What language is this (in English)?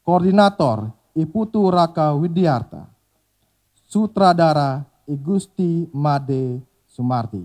Balinese